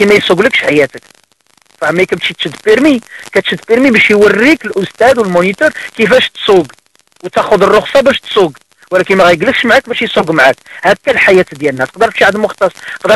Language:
Moroccan Arabic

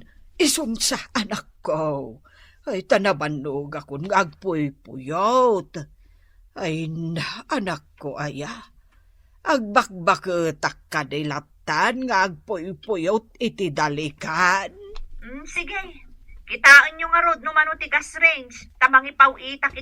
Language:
Iloko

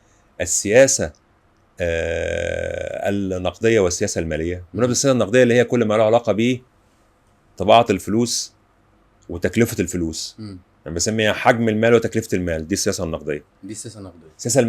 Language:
Egyptian Arabic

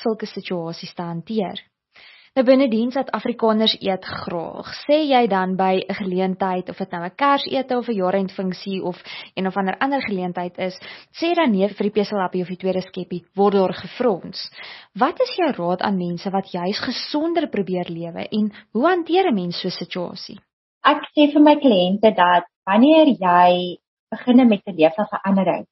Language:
Afrikaans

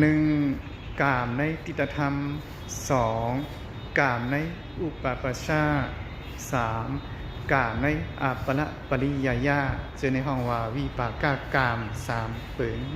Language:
Shan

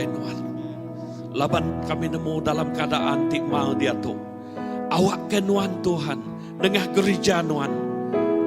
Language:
Iban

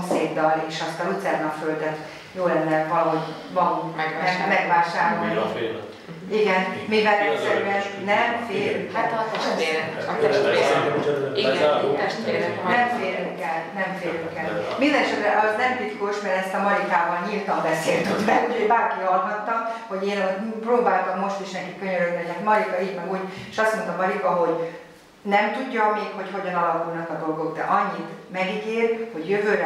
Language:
Hungarian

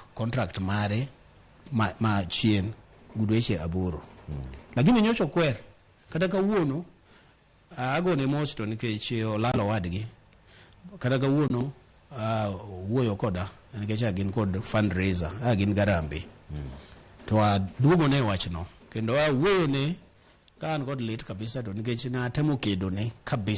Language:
Luo (Kenya and Tanzania)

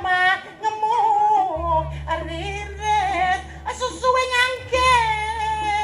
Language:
Balinese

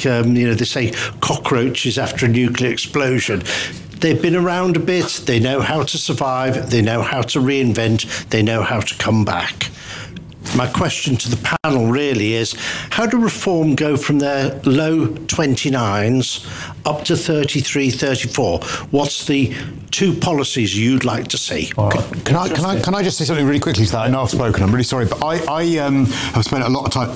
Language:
English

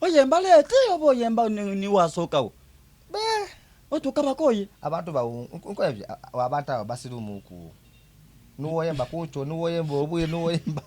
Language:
Soga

